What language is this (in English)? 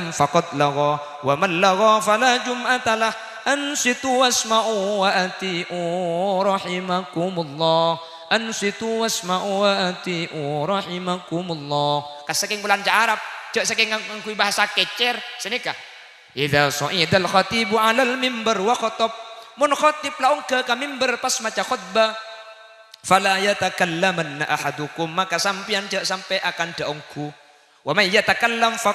Madurese